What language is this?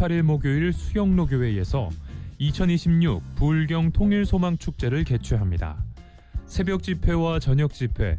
Korean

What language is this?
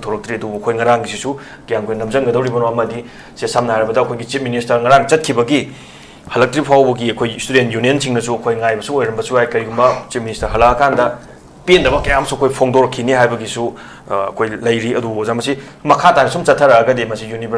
Manipuri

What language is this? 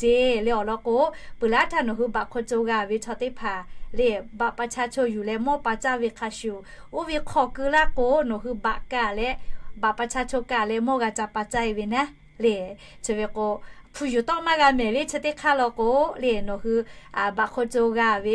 Lahu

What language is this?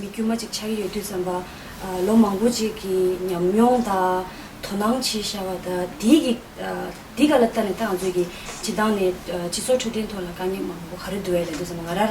Tibetan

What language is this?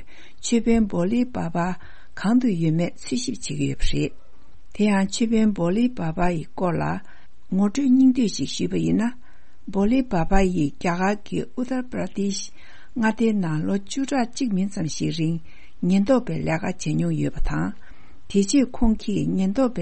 Tibetan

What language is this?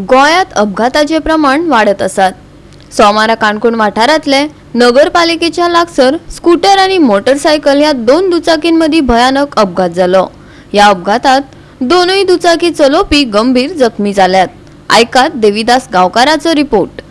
Konkani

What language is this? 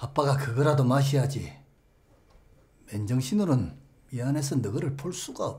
Korean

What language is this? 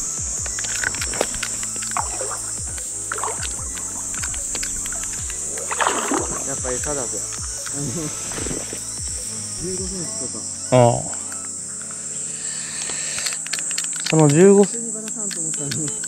Japanese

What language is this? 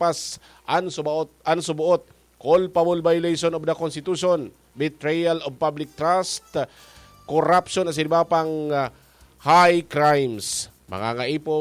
Bikol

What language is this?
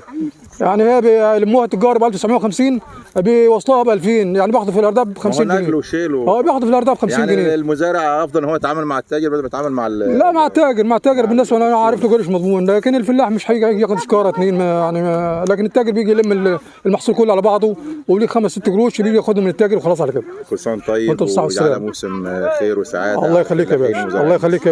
Egyptian Arabic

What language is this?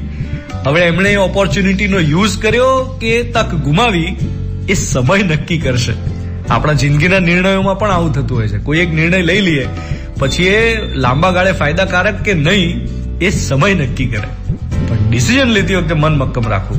Gujarati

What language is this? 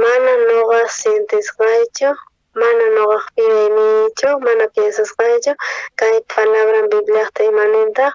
South Bolivian Quechua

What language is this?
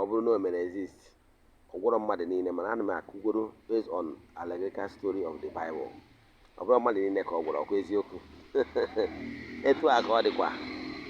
Igbo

